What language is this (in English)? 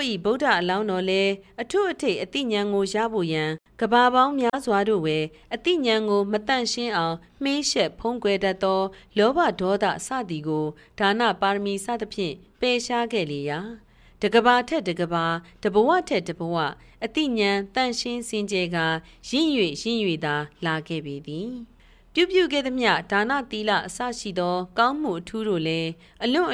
Burmese